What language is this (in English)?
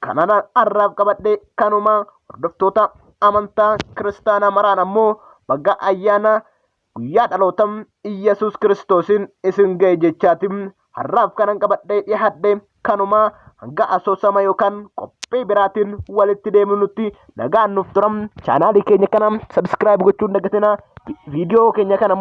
Oromo